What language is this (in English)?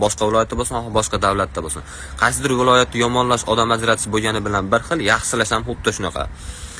Uzbek